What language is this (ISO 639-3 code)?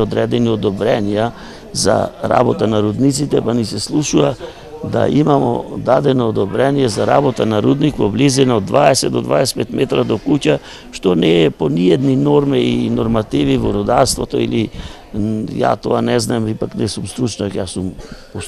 mkd